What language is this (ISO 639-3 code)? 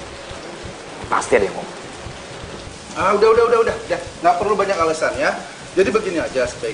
ind